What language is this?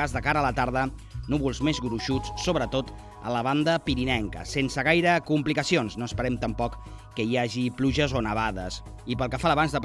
Catalan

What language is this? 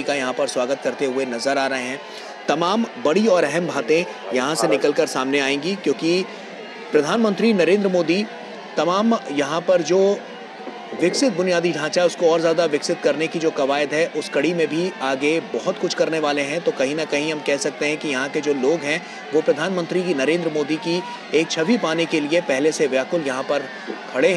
Hindi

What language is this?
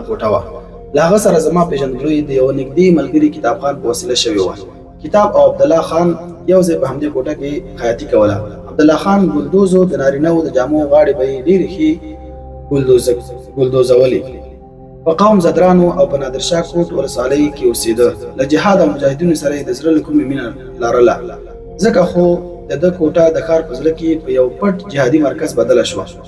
Pashto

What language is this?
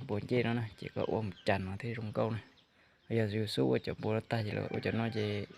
Hmong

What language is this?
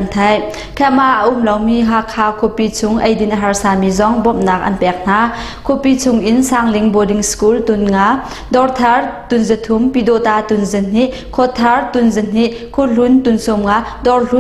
Hakha Chin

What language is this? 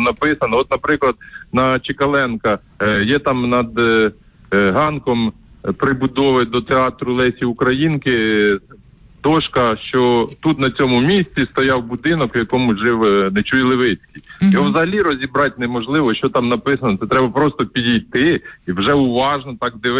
Ukrainian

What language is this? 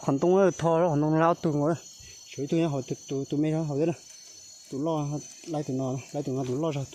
Hmong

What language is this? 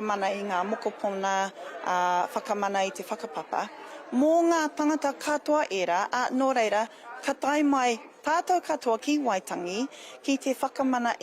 Māori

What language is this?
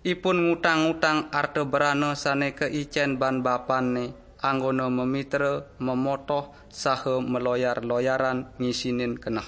Balinese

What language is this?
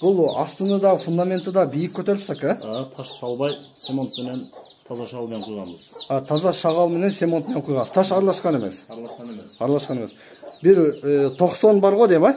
Kyrgyz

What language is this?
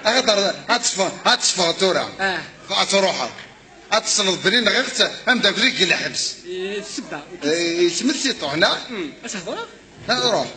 Kabyle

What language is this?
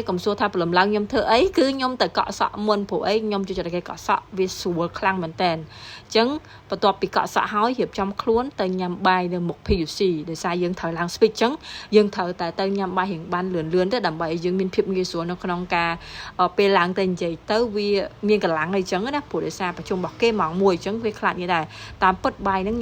Khmer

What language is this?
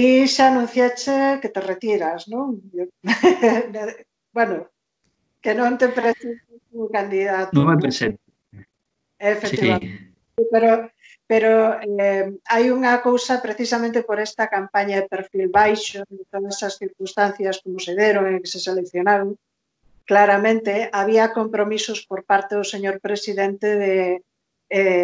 Galician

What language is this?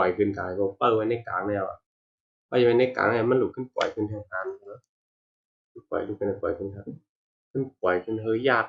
Shan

